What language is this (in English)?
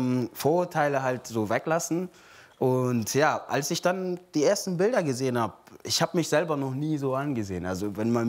German